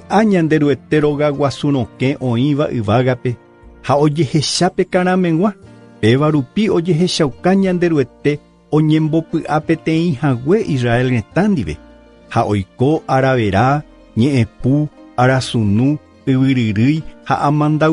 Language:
Guarani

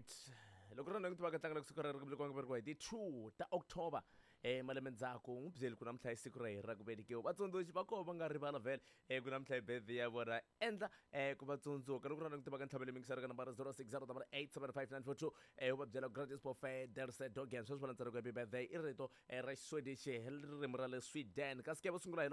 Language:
Tsonga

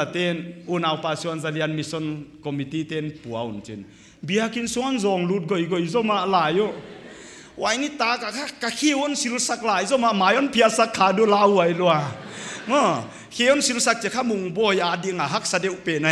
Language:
Paite Chin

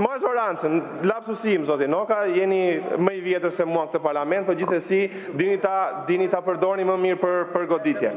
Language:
Albanian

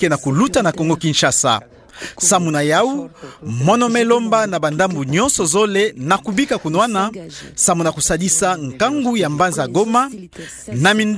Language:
Kituba (Democratic Republic of Congo)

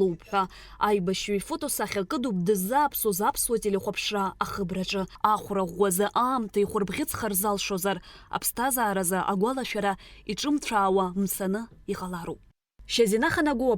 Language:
Abkhazian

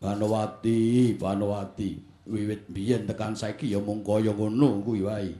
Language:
Javanese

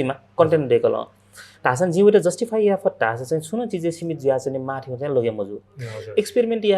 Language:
Newari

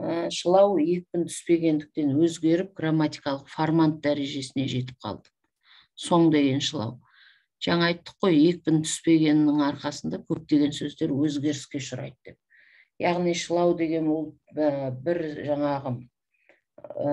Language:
Kazakh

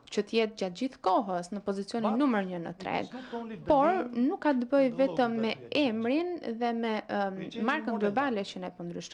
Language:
Albanian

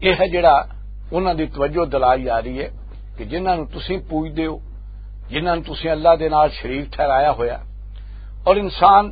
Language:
Western Panjabi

